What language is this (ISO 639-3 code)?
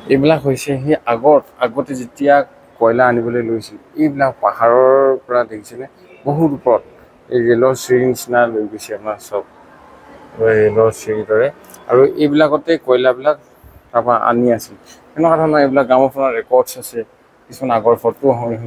asm